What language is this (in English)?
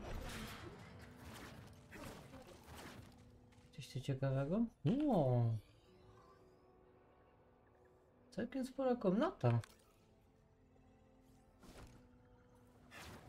Polish